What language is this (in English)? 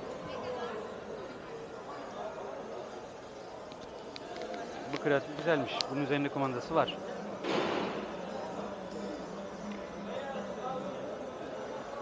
Turkish